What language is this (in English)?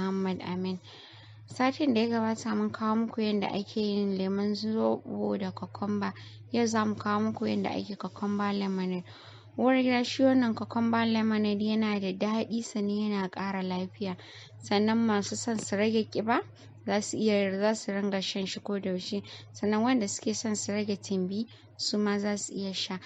Hausa